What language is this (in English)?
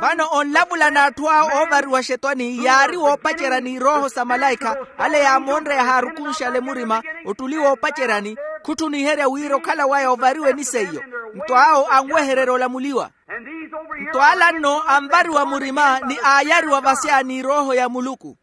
Makhuwa